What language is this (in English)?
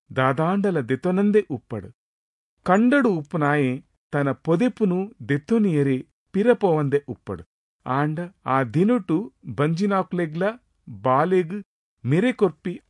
Tulu